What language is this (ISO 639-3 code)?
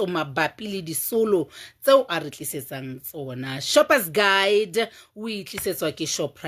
sot